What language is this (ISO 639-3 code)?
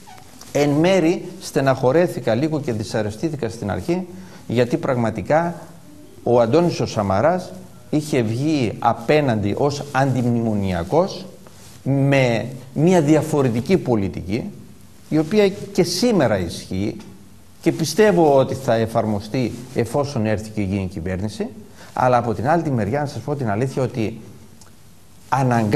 ell